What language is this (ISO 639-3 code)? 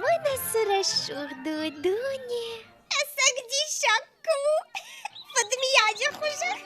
oss